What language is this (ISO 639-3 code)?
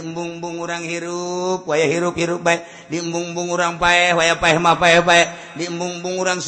sun